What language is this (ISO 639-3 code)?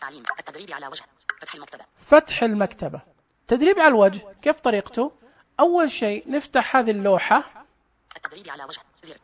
ars